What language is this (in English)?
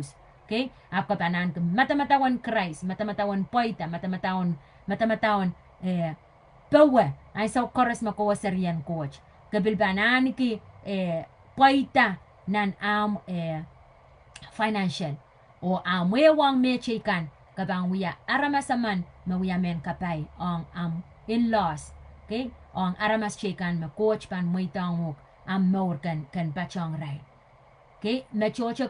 Pohnpeian